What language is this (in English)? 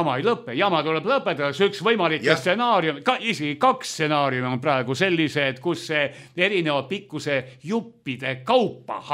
Estonian